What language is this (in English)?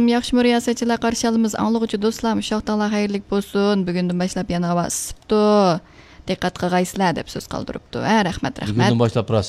Uyghur